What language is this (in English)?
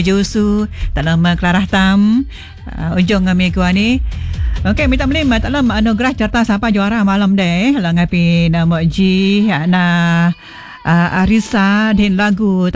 Malay